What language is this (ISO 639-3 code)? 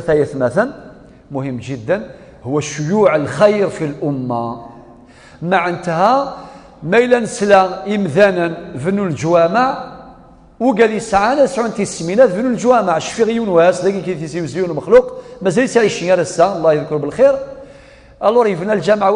kab